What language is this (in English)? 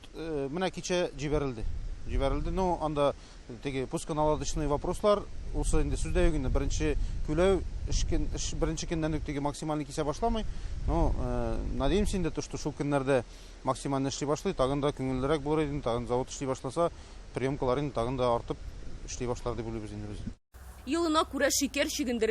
Tatar